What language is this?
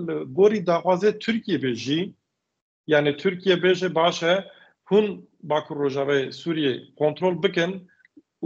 Kurdish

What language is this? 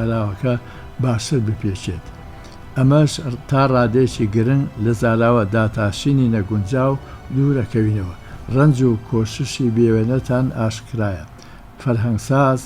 Central Kurdish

